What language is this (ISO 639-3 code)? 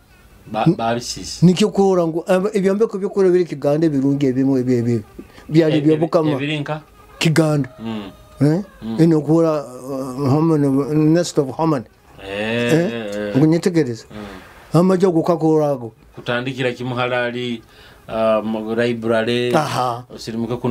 nyo